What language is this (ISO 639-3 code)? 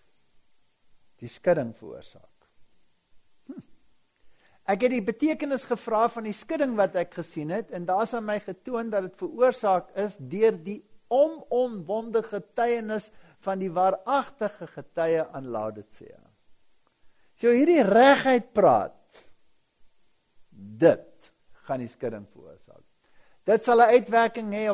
afr